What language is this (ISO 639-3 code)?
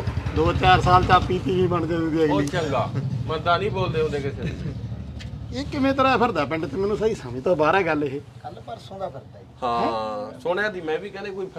pan